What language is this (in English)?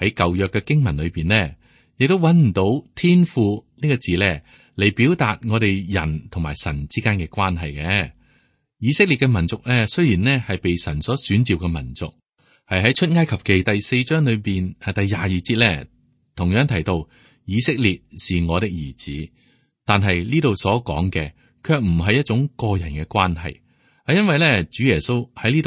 Cantonese